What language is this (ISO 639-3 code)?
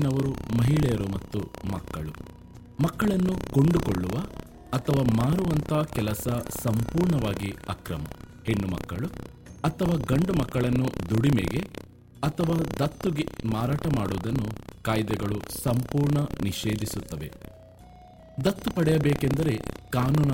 kan